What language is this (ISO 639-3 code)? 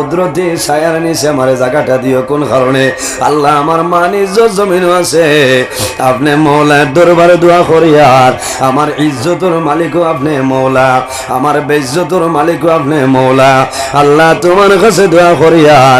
syl